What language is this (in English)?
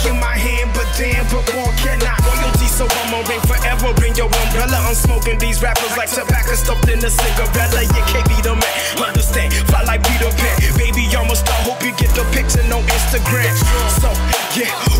English